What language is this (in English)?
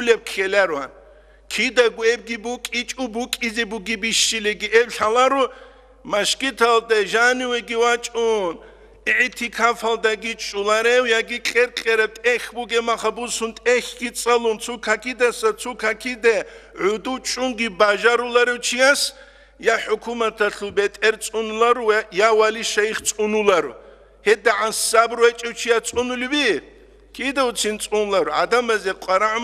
Avaric